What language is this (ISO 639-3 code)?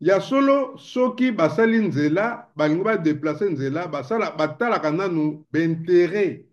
lin